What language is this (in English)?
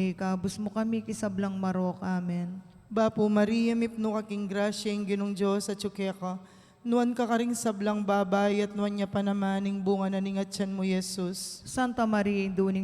Pampanga